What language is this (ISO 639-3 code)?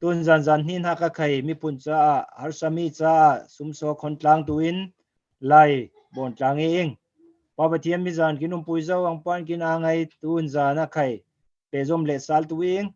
cfm